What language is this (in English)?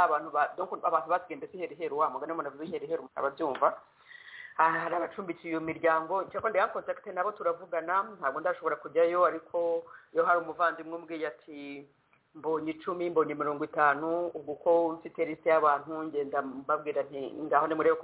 Kinyarwanda